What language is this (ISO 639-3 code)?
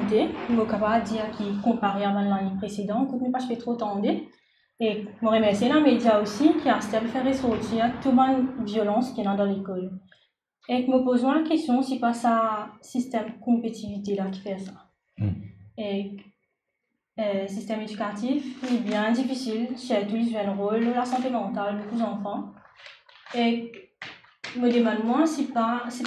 mfe